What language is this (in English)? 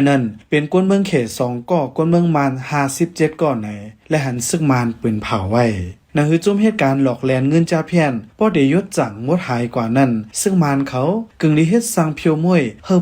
Shan